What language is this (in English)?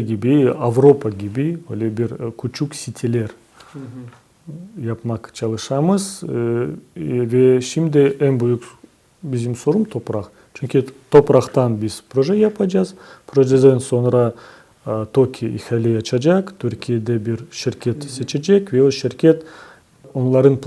Crimean Tatar